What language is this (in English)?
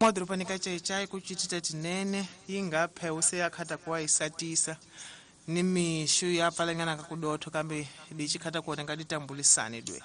Tsonga